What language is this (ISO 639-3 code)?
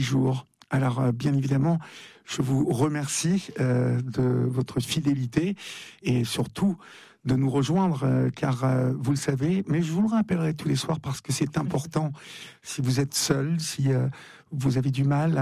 fra